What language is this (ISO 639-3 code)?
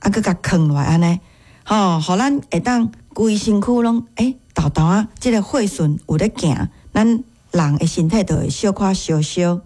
nan